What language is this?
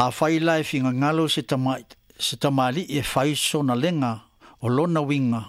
Samoan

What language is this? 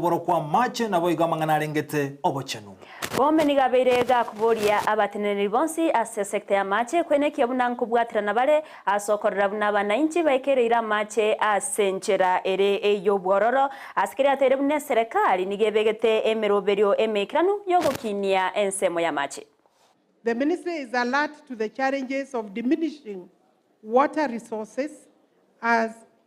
Gusii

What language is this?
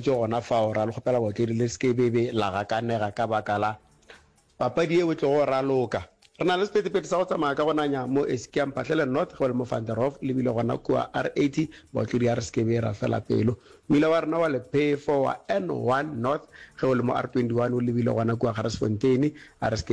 Northern Sotho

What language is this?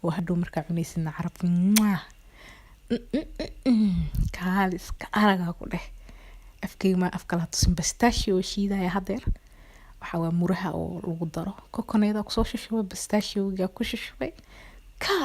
Somali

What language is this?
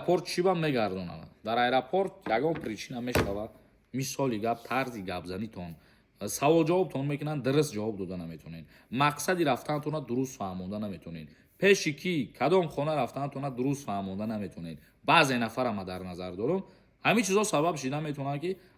Tajik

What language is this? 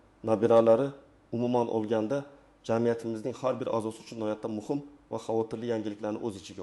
Uzbek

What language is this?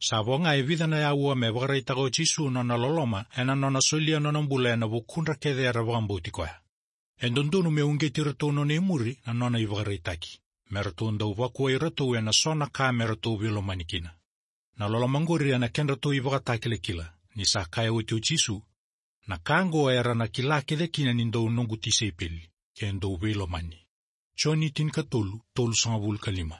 Fijian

